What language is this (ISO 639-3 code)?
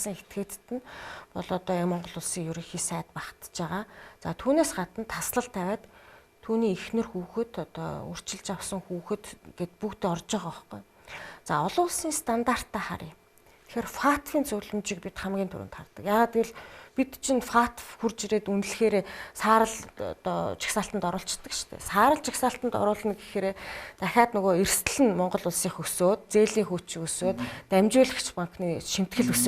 mon